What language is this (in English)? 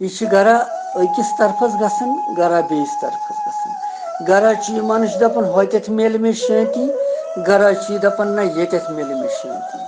Kashmiri